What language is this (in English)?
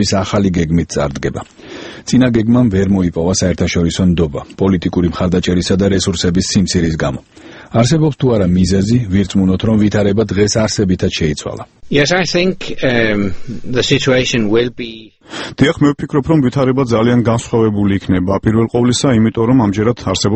Georgian